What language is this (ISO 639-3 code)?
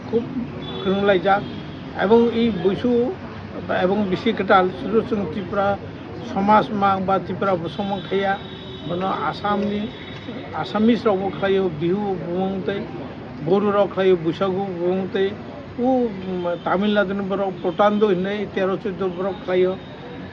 trp